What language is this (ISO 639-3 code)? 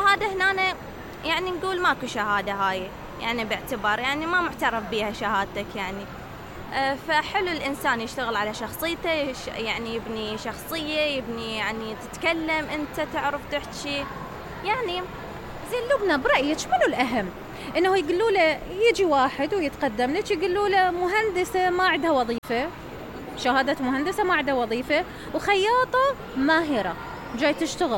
acm